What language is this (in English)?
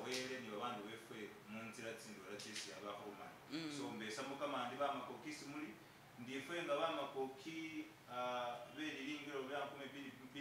Masaaba